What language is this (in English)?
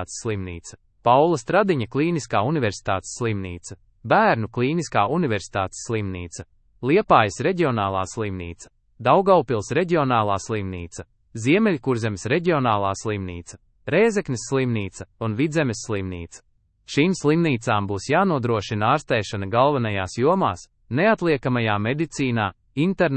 Latvian